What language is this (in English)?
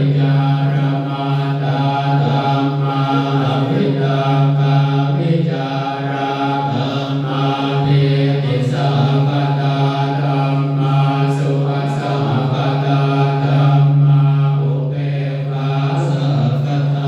Pali